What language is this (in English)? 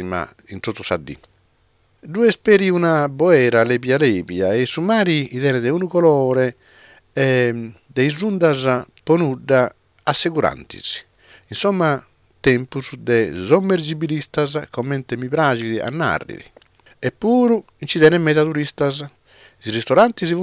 Sardinian